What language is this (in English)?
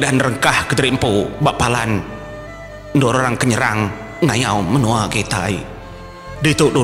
Iban